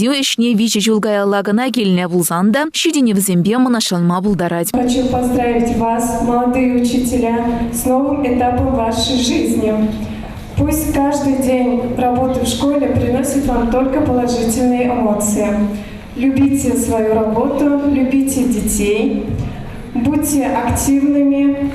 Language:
Chuvash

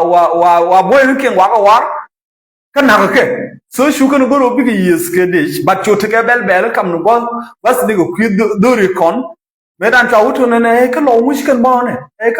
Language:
Nuer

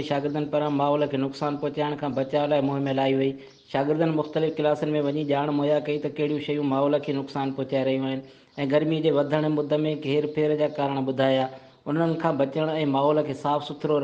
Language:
Sindhi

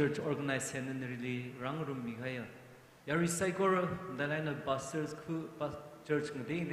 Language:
Tangkhul Naga (India)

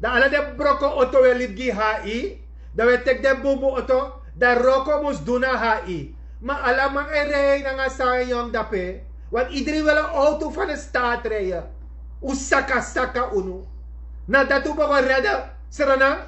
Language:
Sranan Tongo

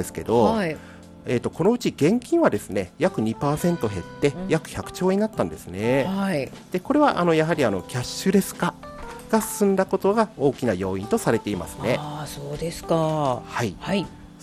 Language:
Japanese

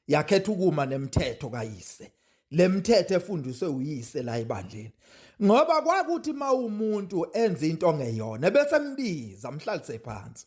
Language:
Zulu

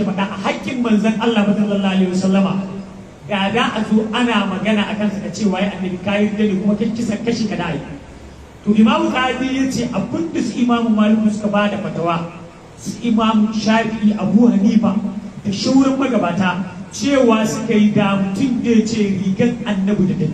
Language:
Hausa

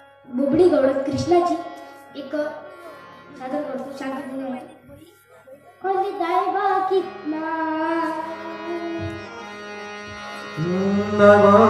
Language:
Marathi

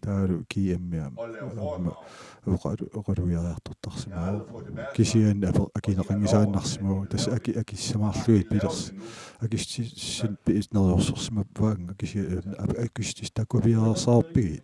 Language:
Kalaallisut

